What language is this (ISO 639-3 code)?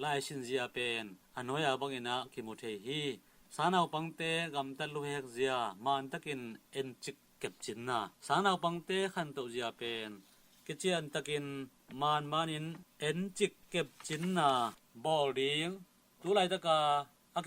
ctd